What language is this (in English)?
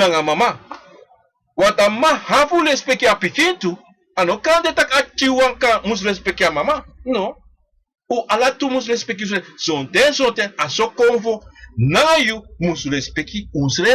Sranan Tongo